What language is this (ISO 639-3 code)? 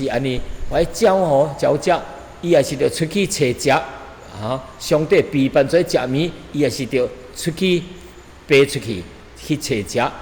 nan